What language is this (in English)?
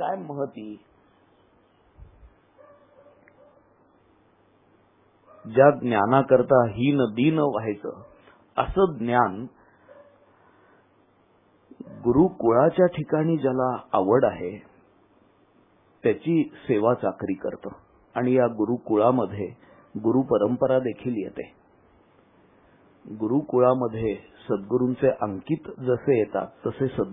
Marathi